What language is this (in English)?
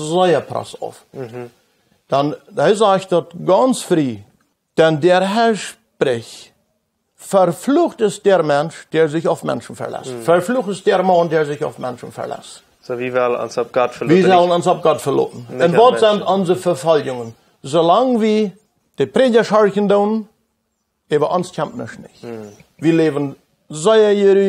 Plautdietsch